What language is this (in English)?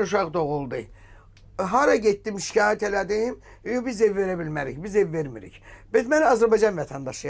Azerbaijani